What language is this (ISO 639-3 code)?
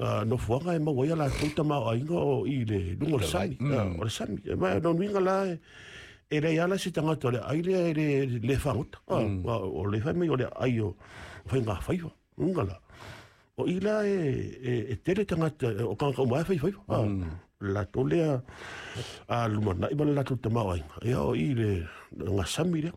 smo